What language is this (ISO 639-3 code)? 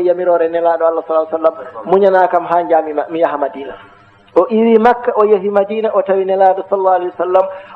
ful